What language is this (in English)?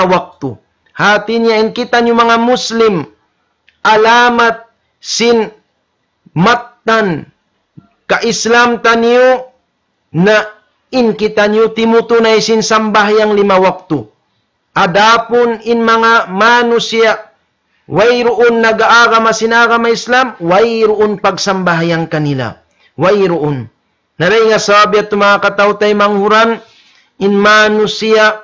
Tausug